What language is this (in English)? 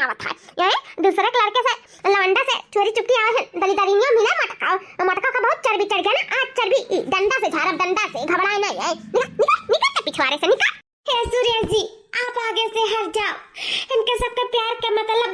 Awadhi